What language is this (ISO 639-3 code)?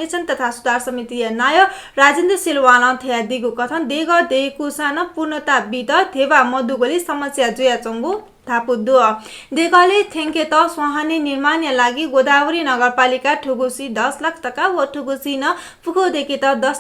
new